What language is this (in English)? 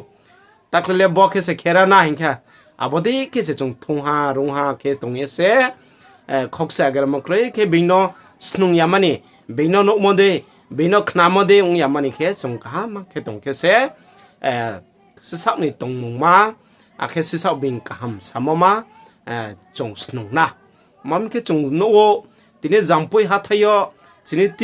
Riang (India)